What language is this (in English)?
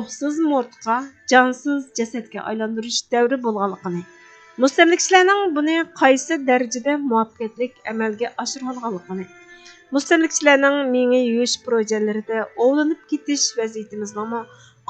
Uyghur